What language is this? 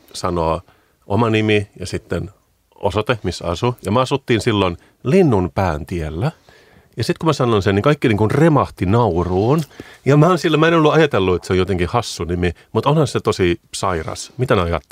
Finnish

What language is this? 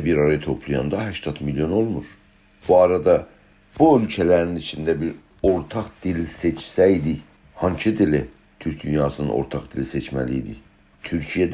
South Azerbaijani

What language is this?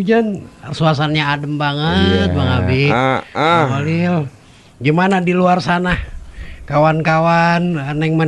Betawi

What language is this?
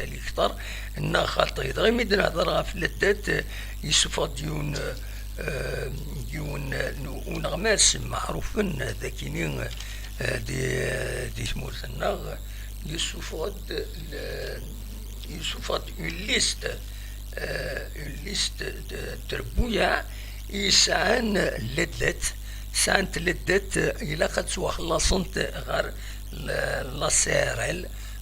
Kabyle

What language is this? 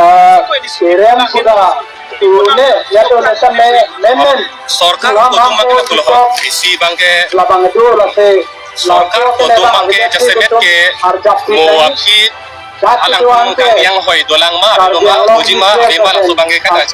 Karbi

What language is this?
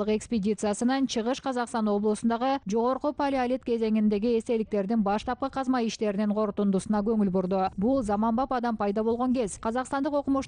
Kyrgyz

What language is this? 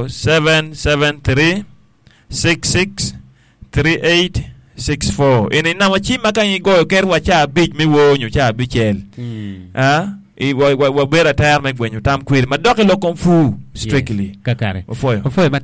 Acoli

